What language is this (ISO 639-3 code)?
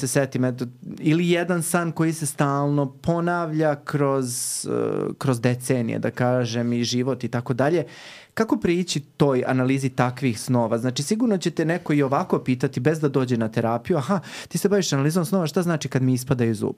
srp